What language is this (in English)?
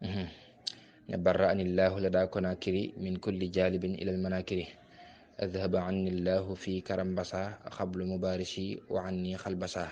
Wolof